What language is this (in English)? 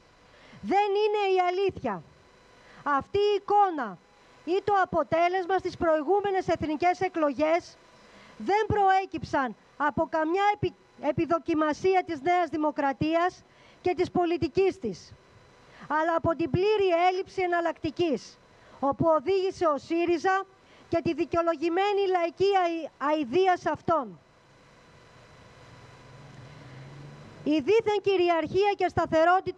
Greek